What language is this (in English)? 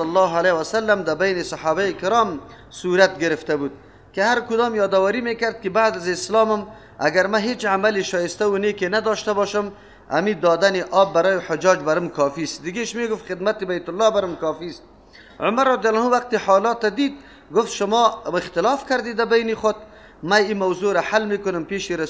Persian